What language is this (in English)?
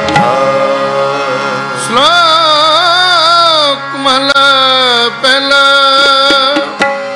Punjabi